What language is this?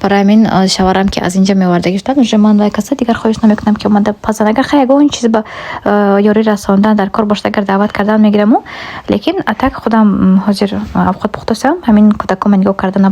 Tajik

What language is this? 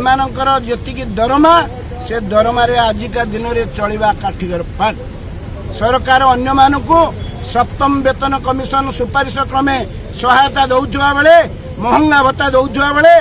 Odia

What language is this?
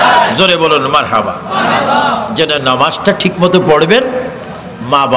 Bangla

